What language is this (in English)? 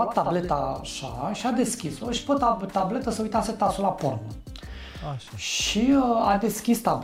Romanian